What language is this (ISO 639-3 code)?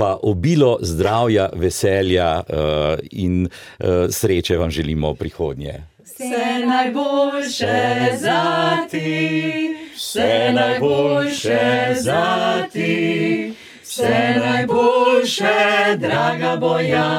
slv